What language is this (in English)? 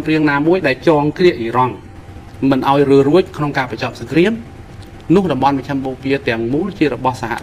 Khmer